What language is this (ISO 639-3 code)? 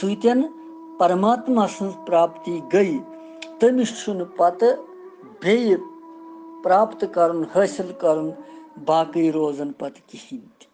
kas